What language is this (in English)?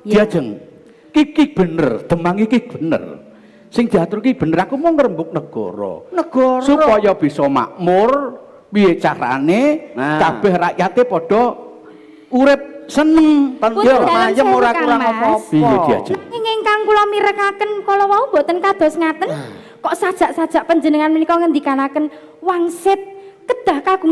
Javanese